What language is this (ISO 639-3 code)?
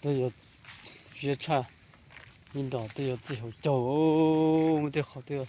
hmn